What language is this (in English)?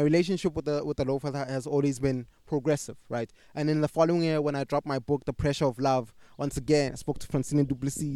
English